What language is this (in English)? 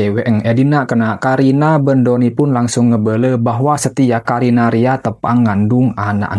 Madurese